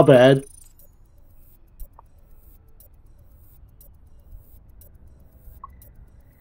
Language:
English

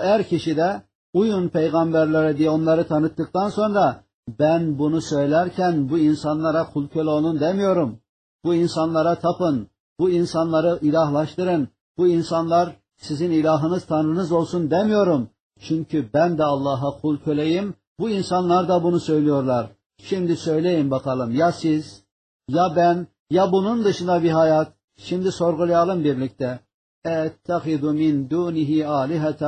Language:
Turkish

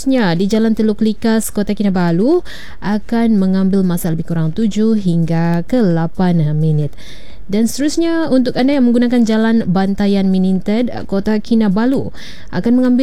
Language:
Malay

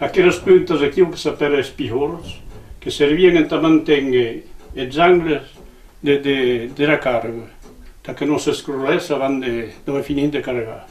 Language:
Occitan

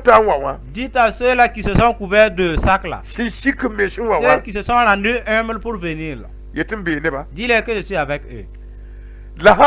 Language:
Mossi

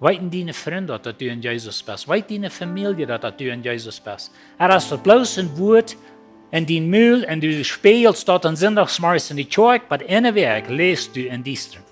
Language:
Plautdietsch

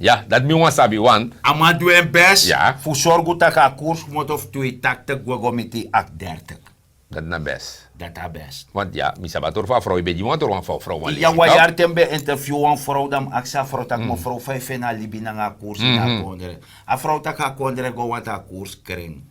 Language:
Sranan Tongo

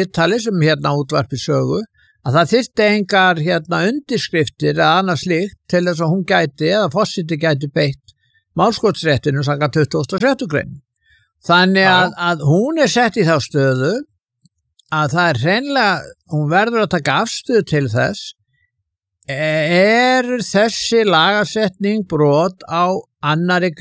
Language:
Icelandic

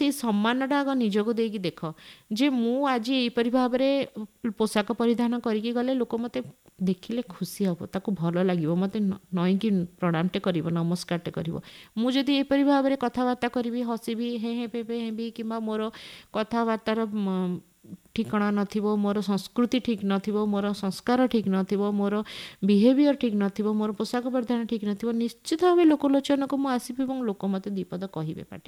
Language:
Odia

